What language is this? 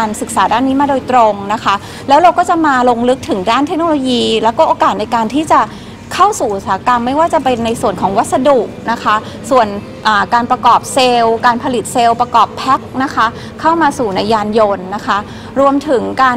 Thai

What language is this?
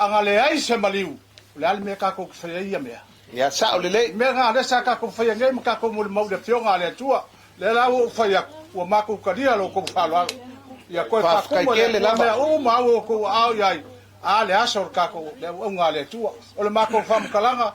Samoan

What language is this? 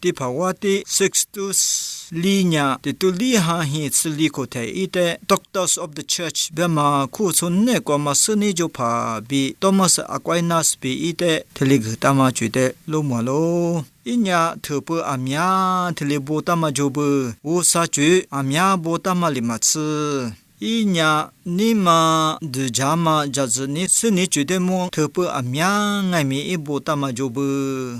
Lisu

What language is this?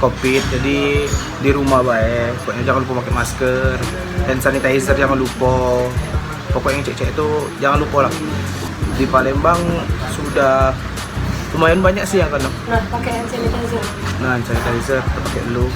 Musi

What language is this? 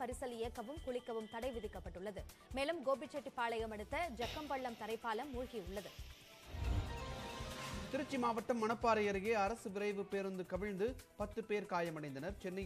Tamil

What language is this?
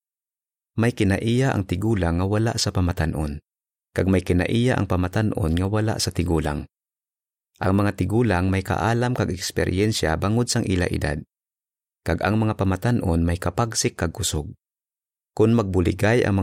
Hiligaynon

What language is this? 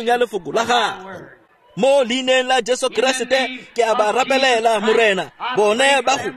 Tswana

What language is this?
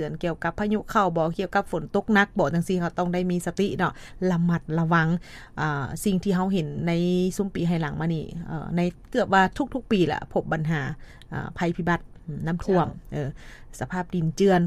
Lao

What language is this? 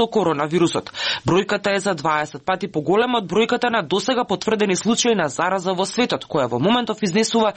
Macedonian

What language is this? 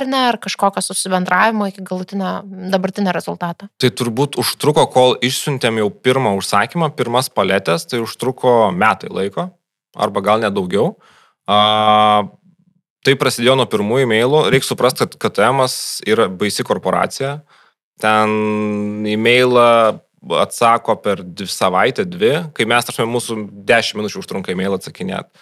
Lithuanian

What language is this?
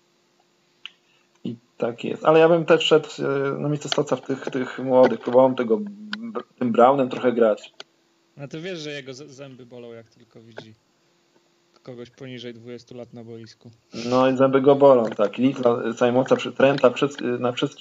Polish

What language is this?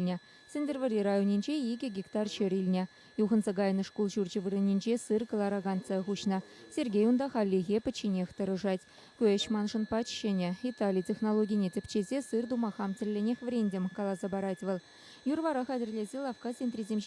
Chuvash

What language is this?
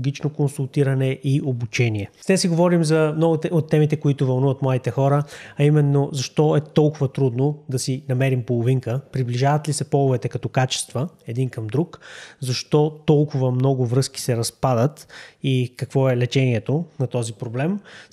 Bulgarian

